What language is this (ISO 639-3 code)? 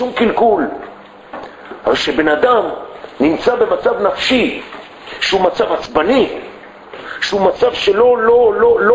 heb